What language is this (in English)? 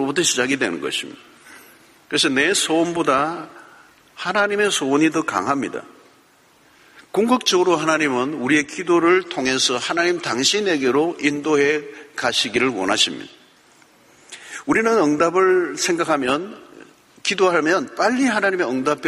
Korean